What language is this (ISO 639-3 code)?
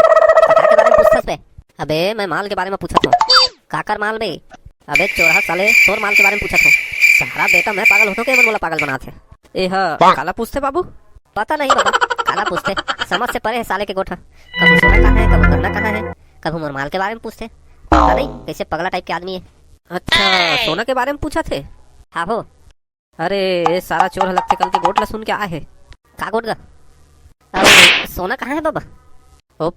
hne